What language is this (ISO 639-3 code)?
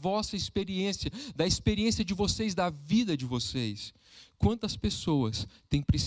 por